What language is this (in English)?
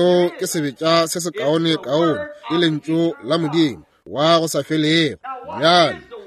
Northern Sotho